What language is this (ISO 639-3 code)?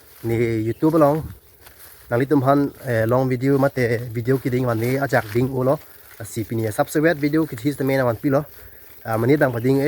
mjw